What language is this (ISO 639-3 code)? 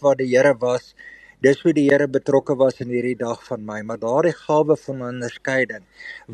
afr